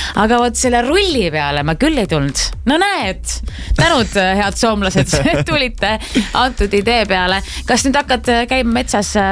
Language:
Estonian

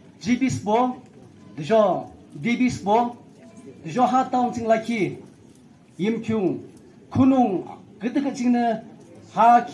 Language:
Naga Pidgin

